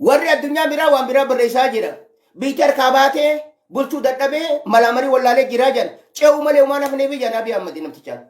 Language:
Oromo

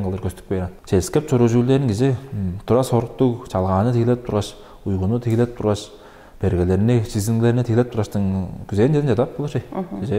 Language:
Tuvinian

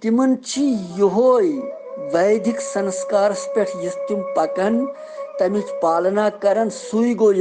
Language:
Kashmiri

